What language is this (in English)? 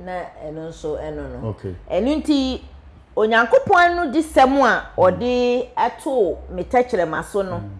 Akan